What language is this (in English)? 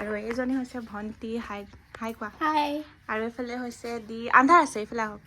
Assamese